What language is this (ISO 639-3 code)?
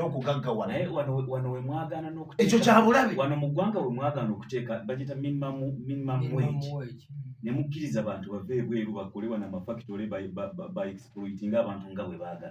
lug